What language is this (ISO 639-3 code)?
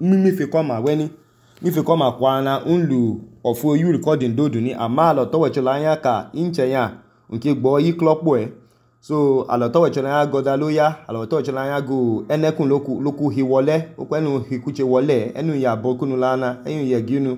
idu